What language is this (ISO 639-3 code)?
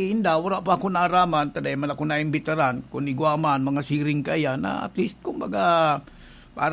bik